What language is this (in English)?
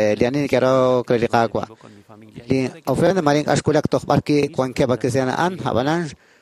Kekchí